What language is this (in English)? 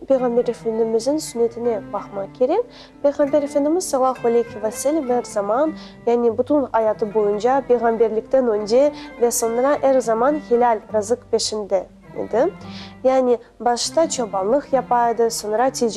Crimean Tatar